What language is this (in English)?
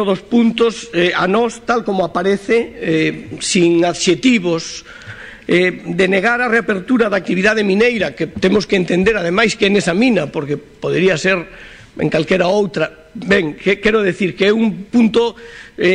Galician